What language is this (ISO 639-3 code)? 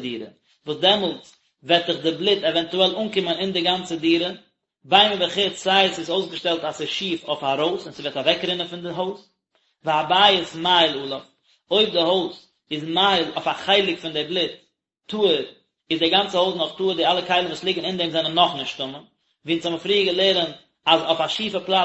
yid